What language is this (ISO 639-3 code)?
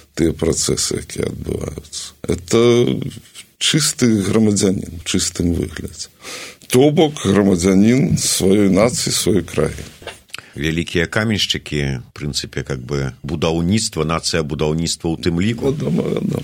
bel